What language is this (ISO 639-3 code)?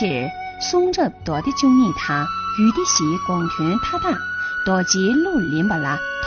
bod